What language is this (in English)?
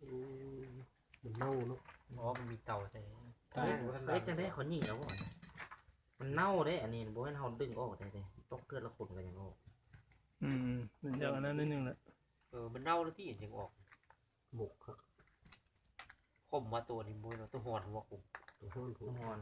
Lao